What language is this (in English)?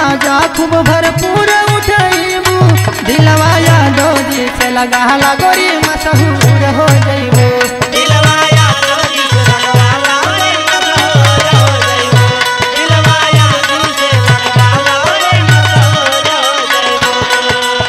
Bhojpuri